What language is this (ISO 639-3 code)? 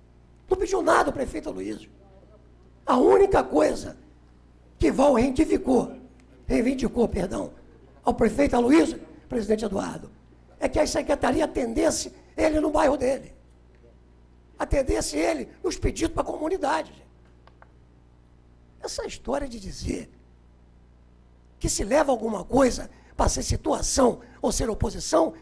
por